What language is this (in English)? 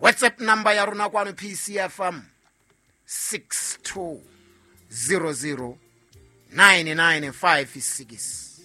Southern Sotho